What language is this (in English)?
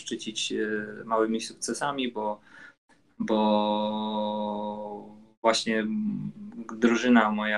Polish